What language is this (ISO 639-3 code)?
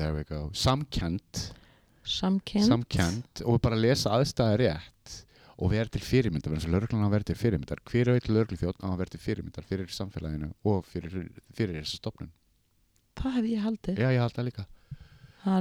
isl